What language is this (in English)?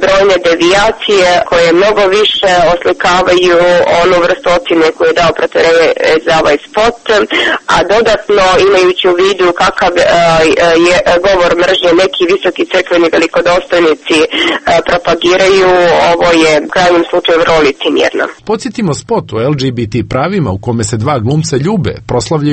Serbian